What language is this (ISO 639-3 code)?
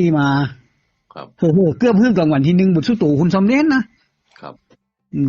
tts